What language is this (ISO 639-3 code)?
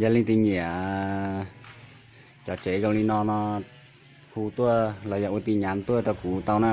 hmn